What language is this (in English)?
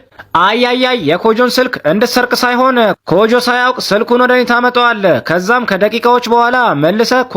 Amharic